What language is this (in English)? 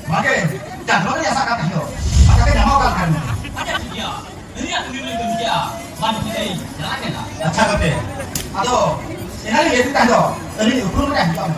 Santali